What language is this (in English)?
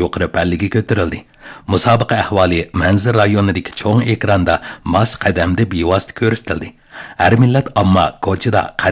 Uyghur